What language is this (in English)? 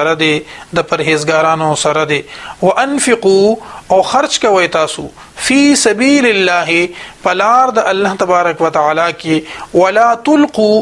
Pashto